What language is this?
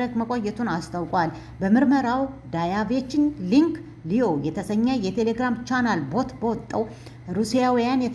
Amharic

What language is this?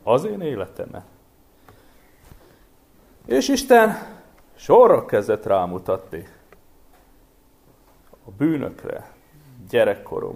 Hungarian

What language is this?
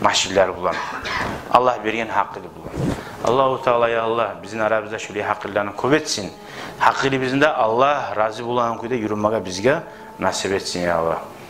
Kumyk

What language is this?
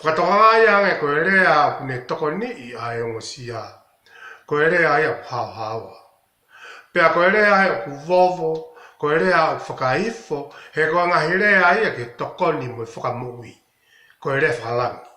Tongan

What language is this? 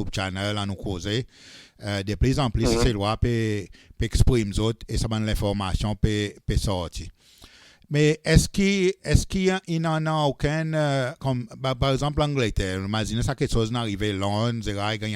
Seselwa Creole French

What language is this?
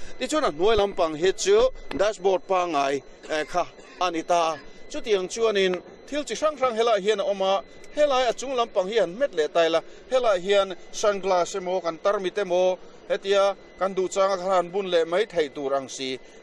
Mizo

